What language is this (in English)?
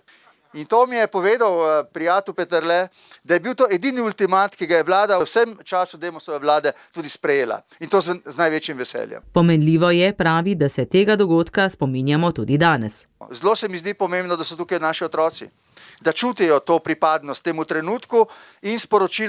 Slovenian